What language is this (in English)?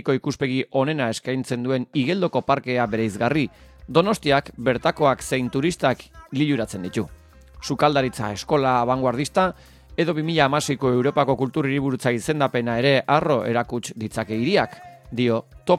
Basque